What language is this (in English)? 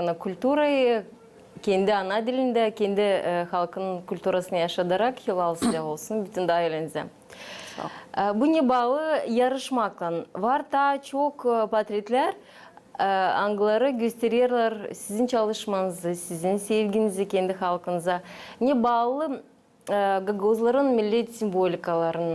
Gagauz